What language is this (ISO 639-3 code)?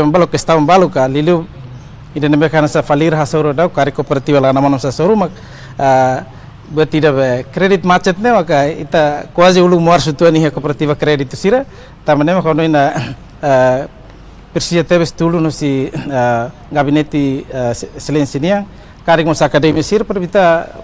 tet